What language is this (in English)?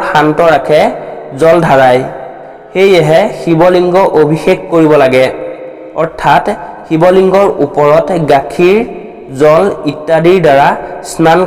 Assamese